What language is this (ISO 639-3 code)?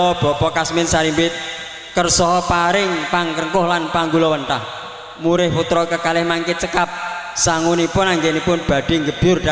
jav